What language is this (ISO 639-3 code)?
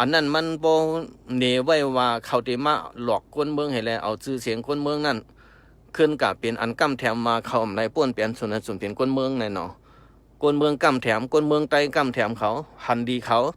shn